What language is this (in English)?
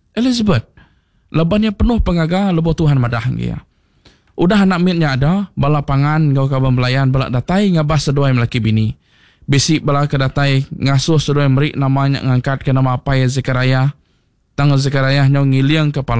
Iban